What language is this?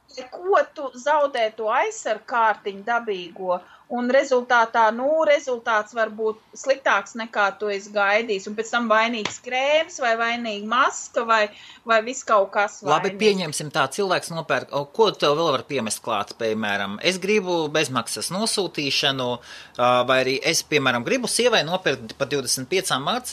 Latvian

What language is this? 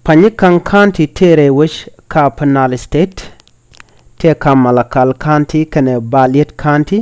Nuer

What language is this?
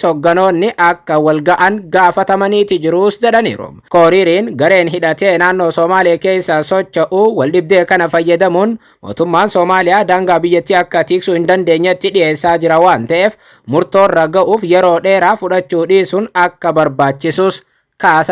Oromo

